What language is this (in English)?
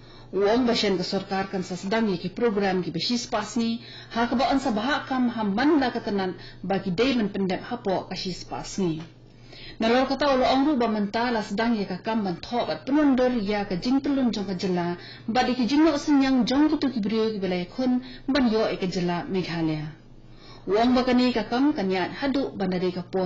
Khasi